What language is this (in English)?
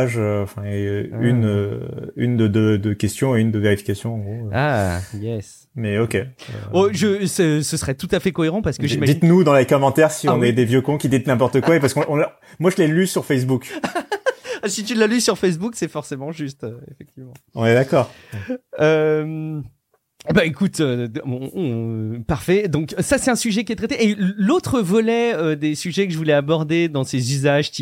French